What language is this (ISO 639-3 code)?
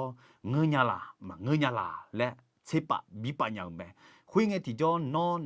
ahk